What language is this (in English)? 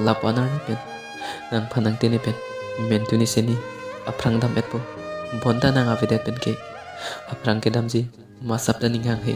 Karbi